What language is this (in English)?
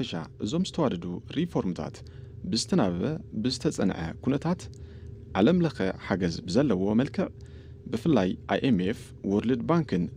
Tigrinya